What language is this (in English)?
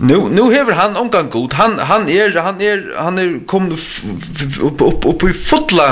Faroese